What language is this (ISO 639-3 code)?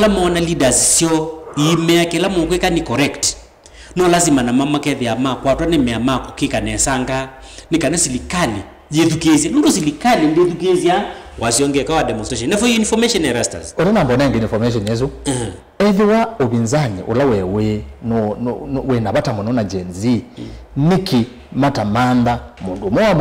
kam